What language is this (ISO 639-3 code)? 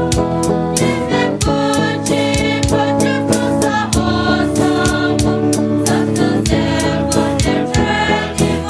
pmx